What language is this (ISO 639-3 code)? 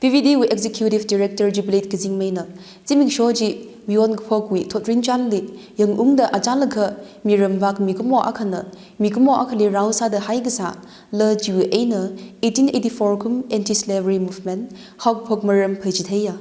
nmf